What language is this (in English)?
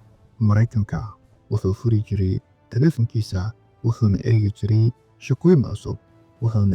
Somali